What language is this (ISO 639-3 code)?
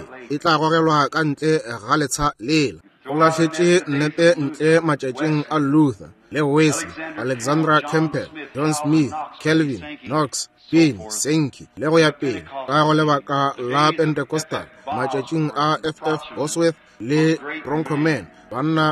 nso